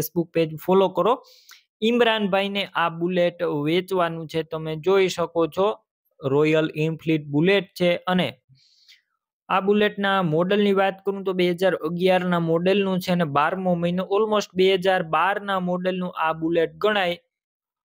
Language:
Gujarati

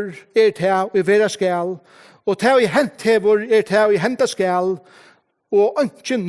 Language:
Faroese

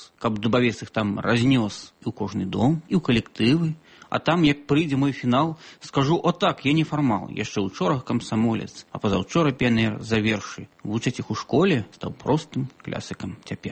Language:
Belarusian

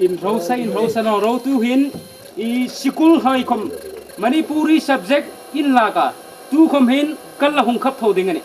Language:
Hmar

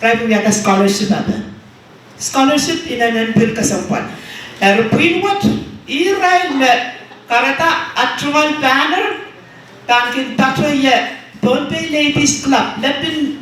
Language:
Pohnpeian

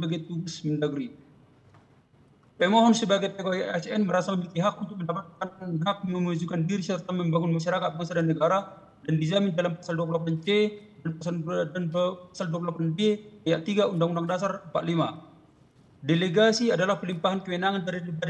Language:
Indonesian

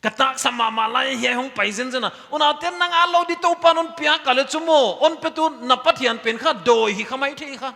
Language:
Paite Chin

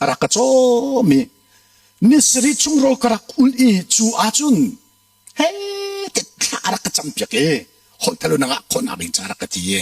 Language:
Hakha Chin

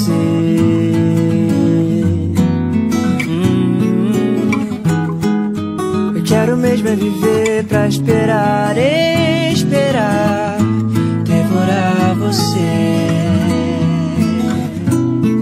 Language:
Portuguese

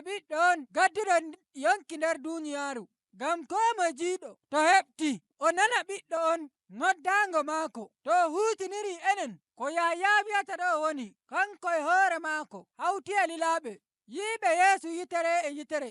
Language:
Nigerian Fulfulde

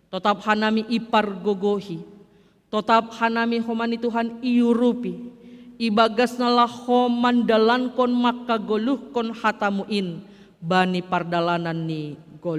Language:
Batak Simalungun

